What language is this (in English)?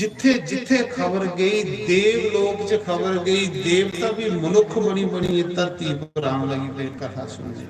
Dogri